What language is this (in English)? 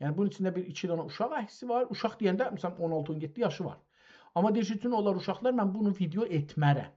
South Azerbaijani